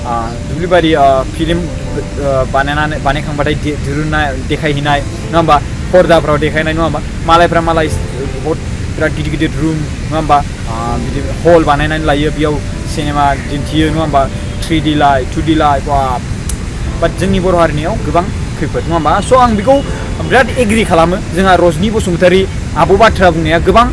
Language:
Bodo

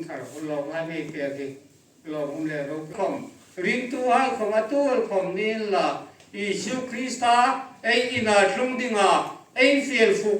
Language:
Hmar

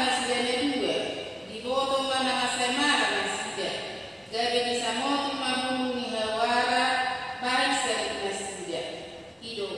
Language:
Batak Toba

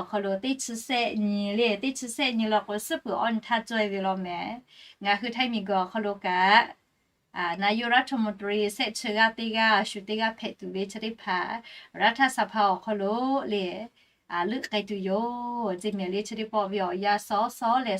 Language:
Lahu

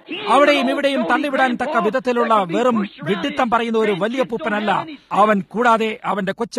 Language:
Malayalam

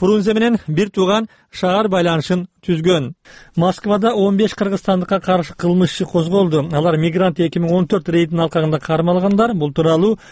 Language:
Kyrgyz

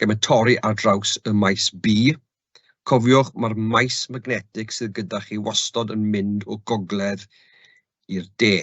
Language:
Welsh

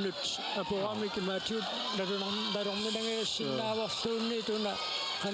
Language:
Kalaallisut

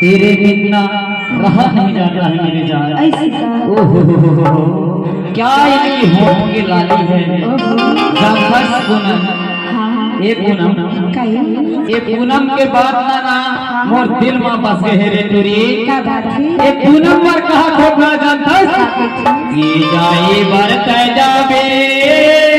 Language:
Chhattisgarhi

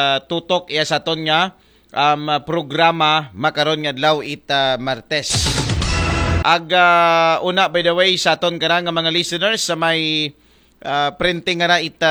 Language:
Aklanon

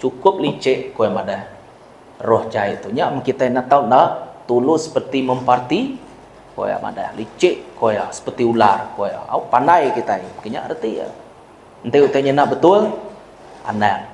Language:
Iban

